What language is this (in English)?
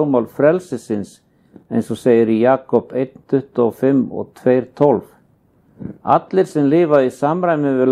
Icelandic